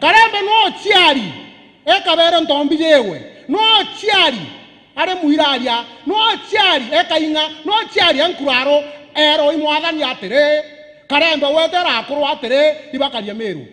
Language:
Meru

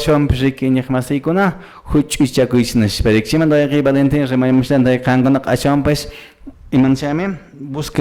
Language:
Quechua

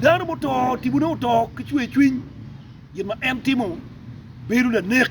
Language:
Acoli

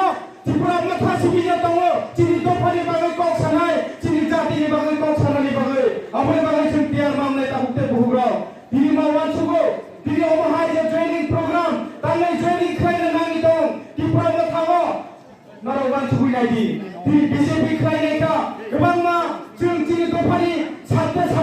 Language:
Kok Borok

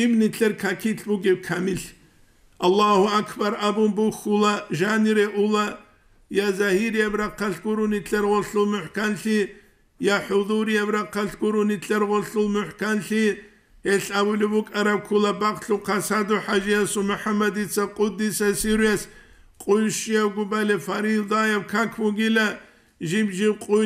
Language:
Avaric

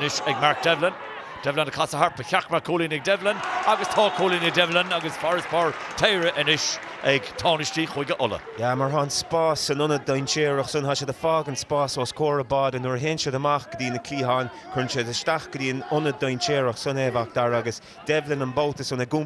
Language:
Irish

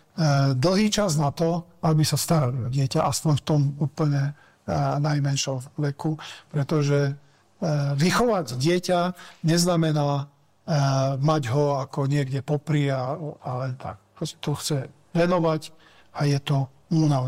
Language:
Slovak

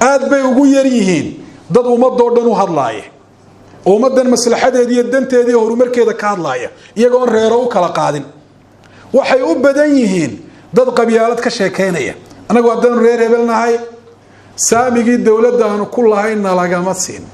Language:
Somali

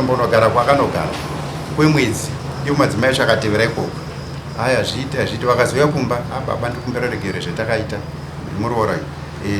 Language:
Shona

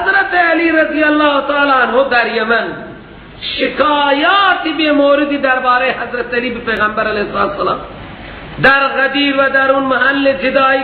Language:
Persian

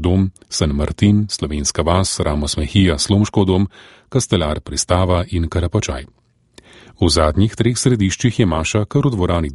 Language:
Slovenian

